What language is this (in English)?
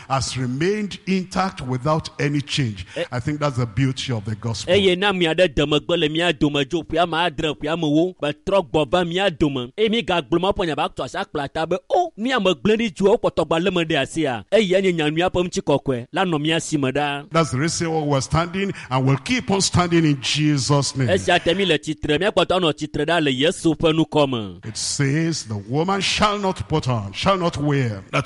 Ewe